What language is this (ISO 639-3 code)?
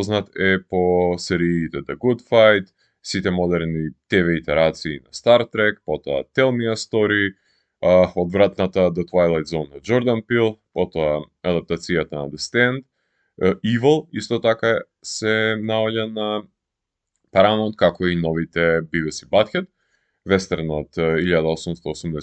mkd